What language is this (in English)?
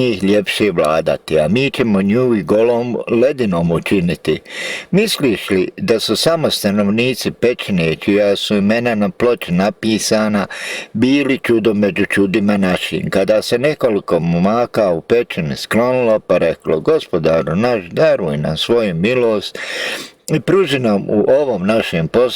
Bosnian